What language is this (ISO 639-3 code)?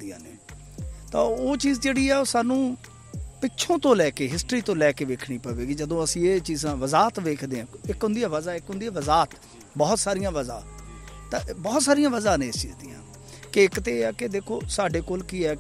pan